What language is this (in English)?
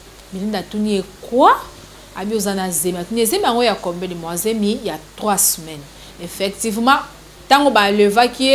Lingala